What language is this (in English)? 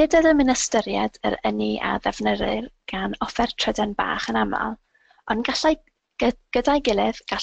Welsh